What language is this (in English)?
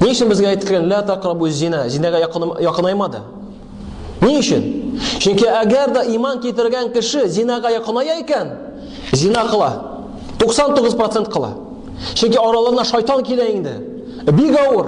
Tatar